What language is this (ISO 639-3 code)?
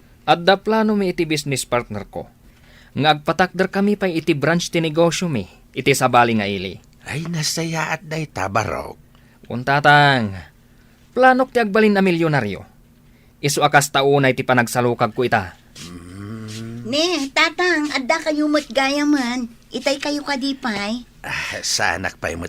ilo